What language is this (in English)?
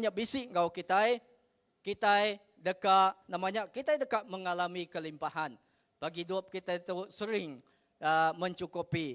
Iban